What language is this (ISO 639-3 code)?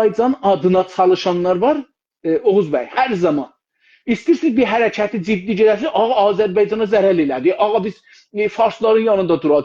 azb